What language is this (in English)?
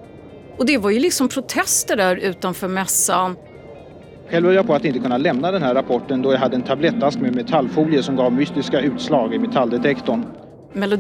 Swedish